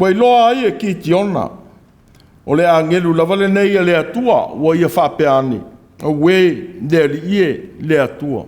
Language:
Samoan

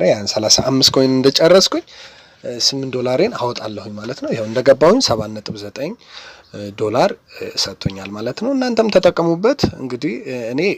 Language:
Amharic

